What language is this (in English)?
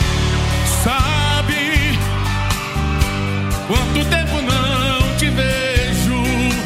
Portuguese